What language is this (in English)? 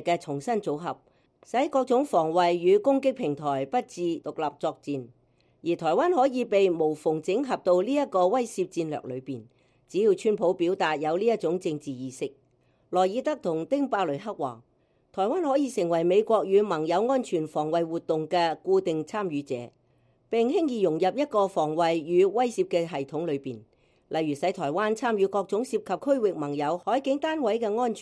Cantonese